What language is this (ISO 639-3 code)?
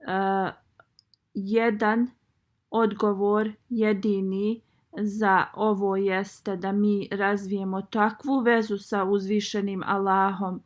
bos